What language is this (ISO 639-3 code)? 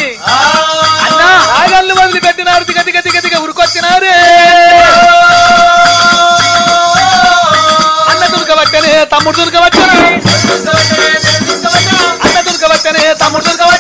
tel